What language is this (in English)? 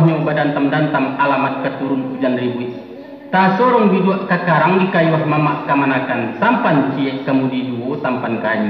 Minangkabau